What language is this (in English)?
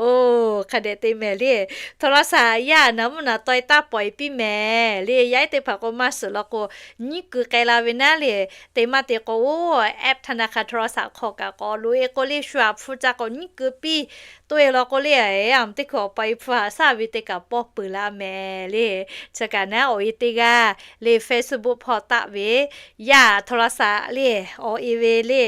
Lahu